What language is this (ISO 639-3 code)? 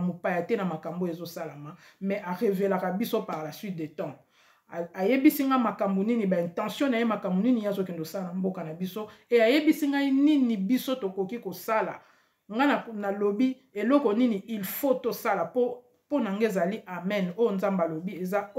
lin